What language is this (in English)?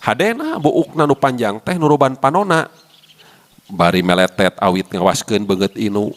Sundanese